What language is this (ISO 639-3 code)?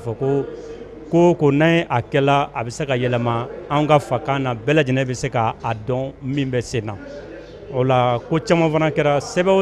bam